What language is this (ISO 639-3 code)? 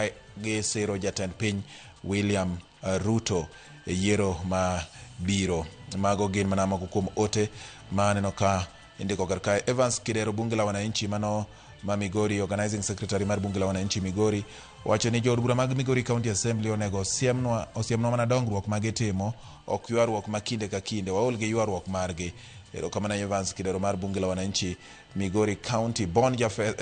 luo